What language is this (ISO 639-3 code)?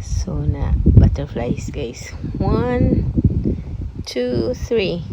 ceb